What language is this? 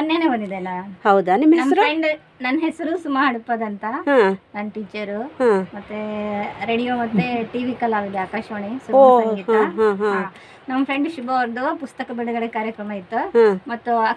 Kannada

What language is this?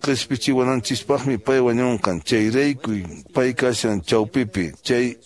Quechua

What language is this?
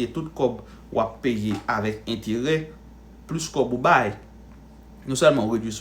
Haitian Creole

